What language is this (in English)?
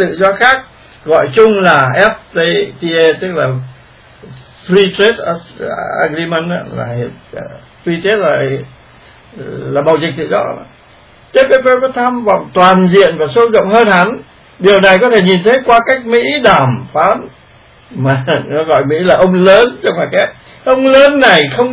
Vietnamese